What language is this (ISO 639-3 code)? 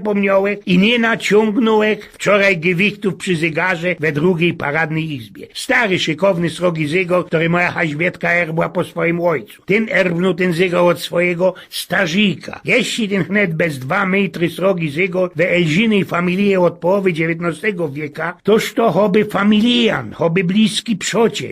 szl